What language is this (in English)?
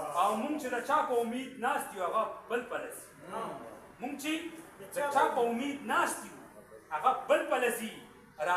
Pashto